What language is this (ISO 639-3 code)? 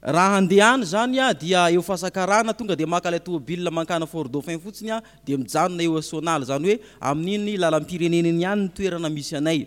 mlg